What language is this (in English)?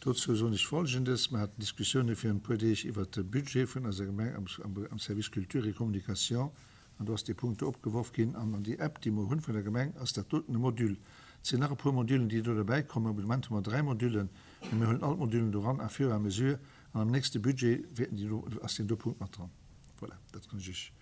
Luxembourgish